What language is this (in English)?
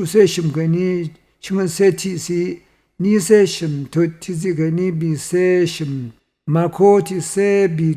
Rawang